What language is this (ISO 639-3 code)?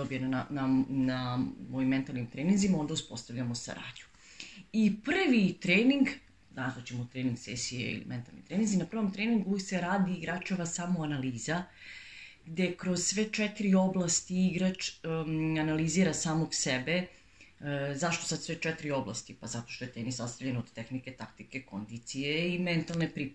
srp